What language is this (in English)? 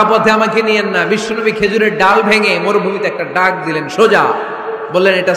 Bangla